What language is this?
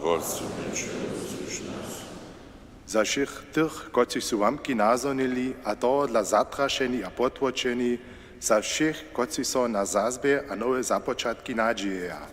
Upper Sorbian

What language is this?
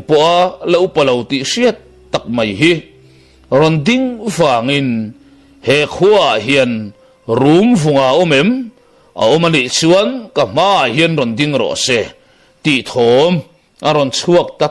Mizo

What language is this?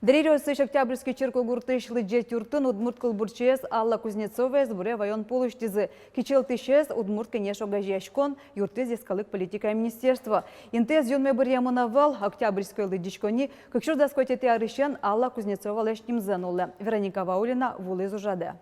Udmurt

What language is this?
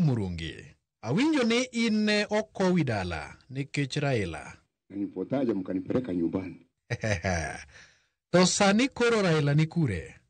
Luo (Kenya and Tanzania)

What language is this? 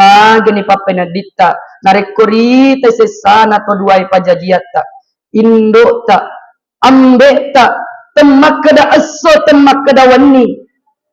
Buginese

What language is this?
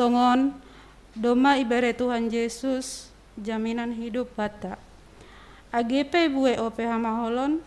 Batak Simalungun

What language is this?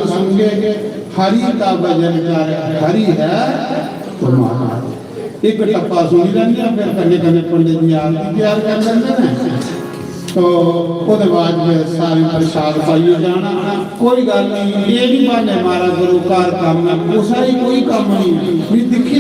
Dogri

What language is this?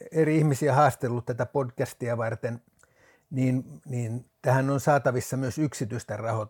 Finnish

